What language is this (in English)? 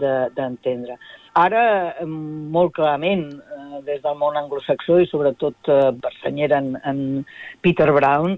Catalan